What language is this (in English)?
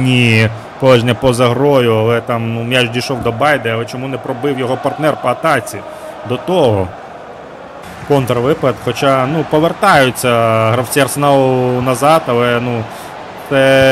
Ukrainian